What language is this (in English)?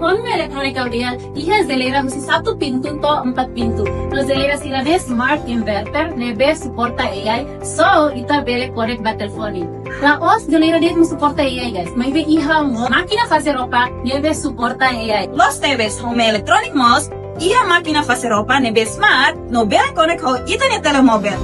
Tetum